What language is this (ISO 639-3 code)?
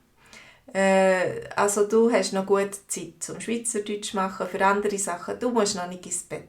gsw